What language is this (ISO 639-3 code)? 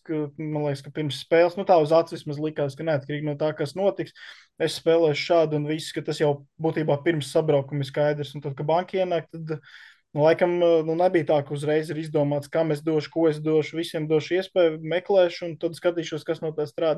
lav